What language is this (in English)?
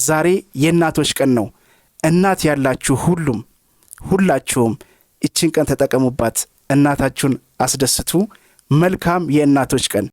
Amharic